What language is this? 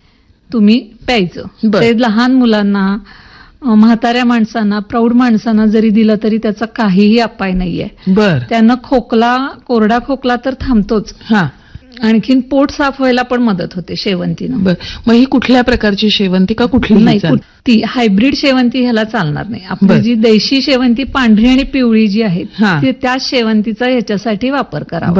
Marathi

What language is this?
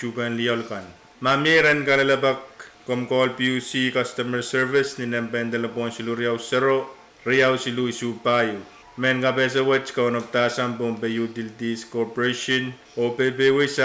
Pohnpeian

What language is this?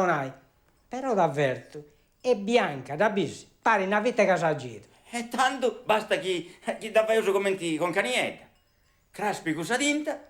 Sardinian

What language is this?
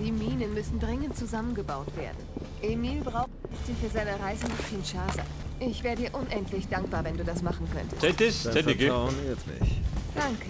Bavarian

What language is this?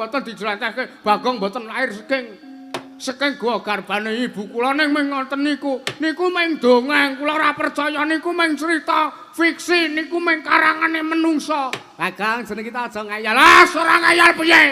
Javanese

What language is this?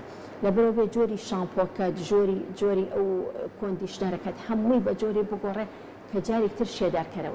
Central Kurdish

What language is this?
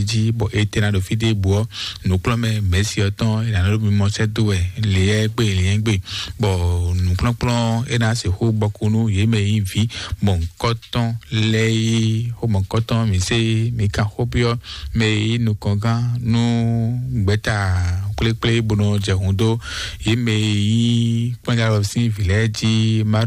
Fon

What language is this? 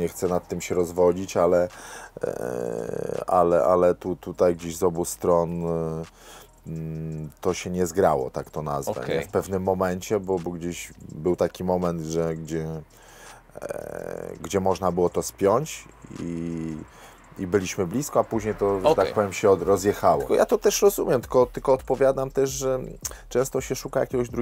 Polish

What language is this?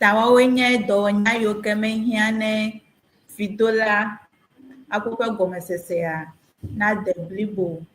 Ewe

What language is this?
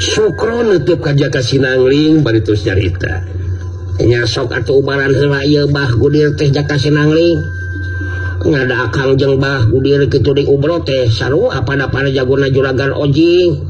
Sundanese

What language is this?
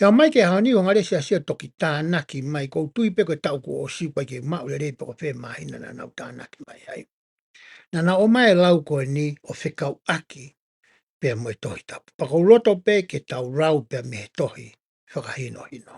Tongan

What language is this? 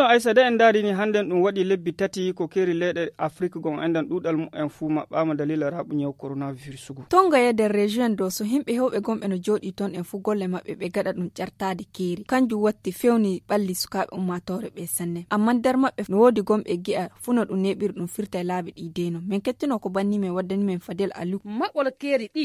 Fula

